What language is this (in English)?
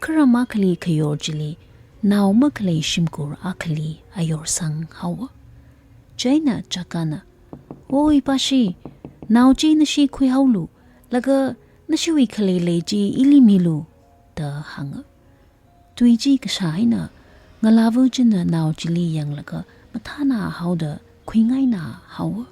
Tangkhul Naga (India)